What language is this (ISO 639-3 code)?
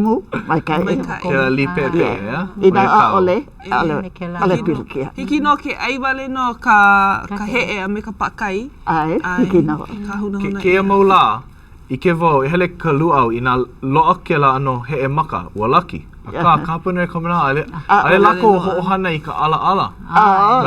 haw